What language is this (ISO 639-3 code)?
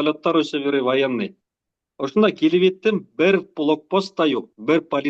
bak